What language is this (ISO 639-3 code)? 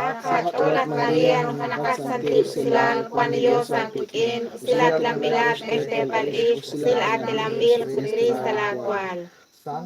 kek